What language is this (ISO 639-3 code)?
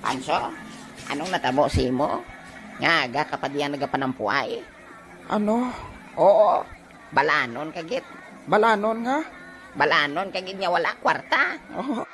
hil